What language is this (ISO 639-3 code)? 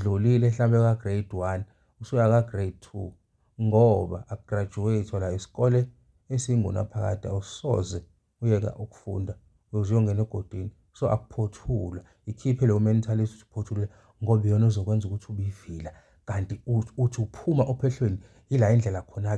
zul